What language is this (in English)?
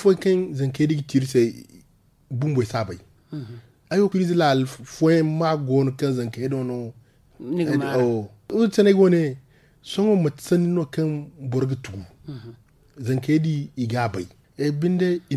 Zarma